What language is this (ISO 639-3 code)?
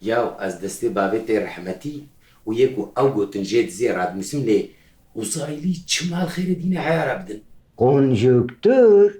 kur